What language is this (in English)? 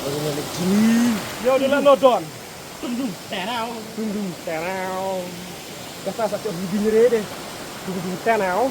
Khasi